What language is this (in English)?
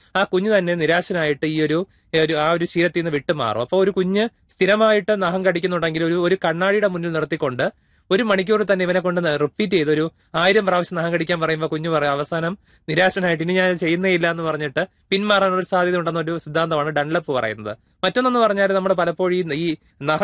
Malayalam